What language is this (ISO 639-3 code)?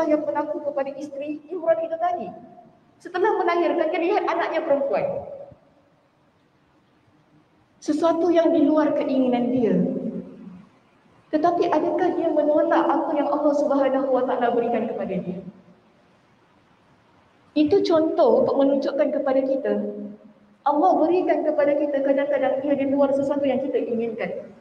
msa